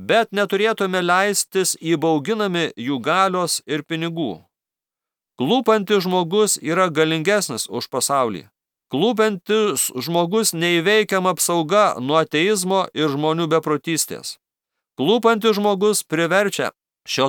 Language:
Lithuanian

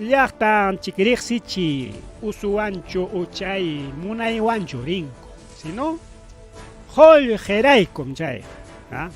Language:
Ayacucho Quechua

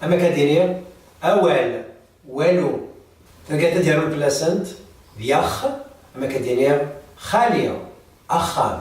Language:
Kabyle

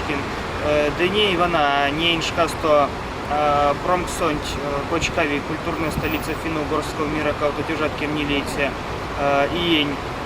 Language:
Erzya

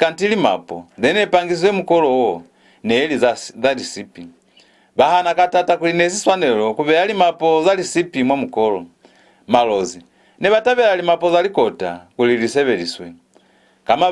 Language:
Lozi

